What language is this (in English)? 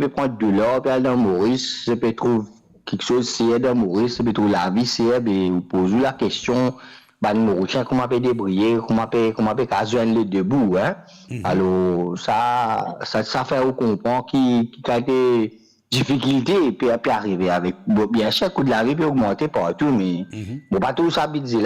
Morisyen